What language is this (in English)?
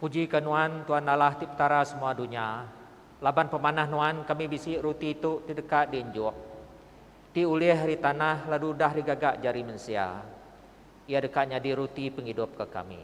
Iban